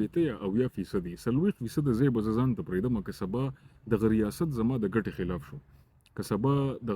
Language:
Pashto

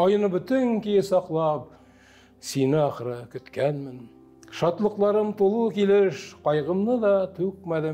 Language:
Tatar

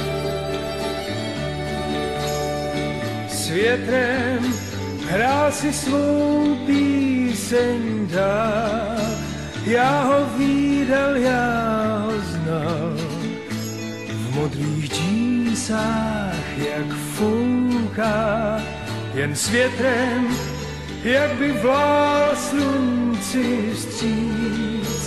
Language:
Czech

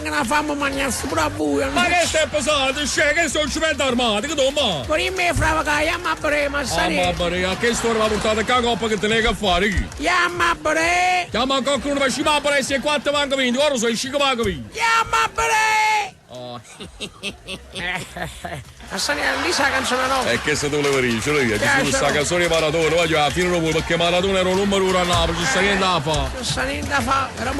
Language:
Neapolitan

